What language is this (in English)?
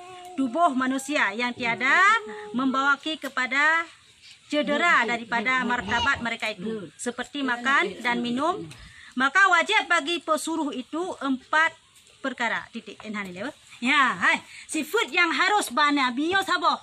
Achinese